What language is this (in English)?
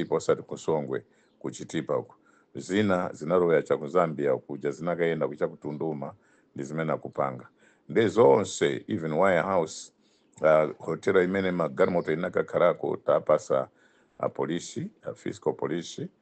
Nyanja